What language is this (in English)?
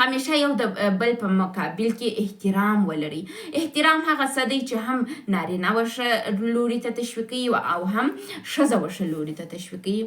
Pashto